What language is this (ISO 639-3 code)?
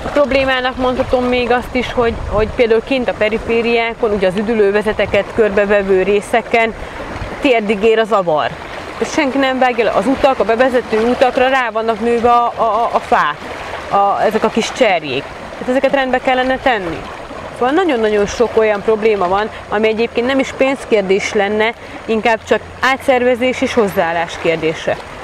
hun